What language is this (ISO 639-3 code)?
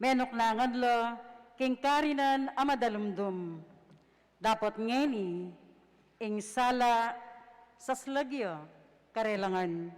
pam